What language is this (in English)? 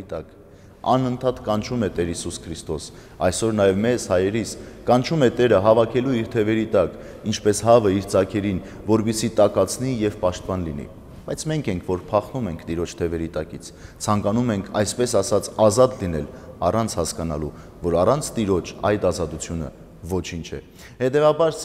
Armenian